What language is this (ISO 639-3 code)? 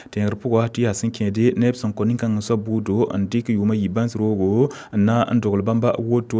mos